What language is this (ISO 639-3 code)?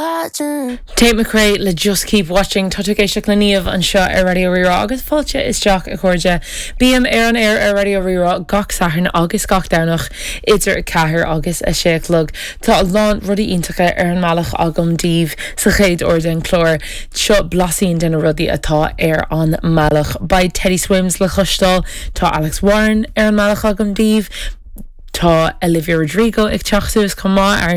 gle